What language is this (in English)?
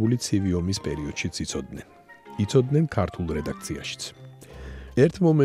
Georgian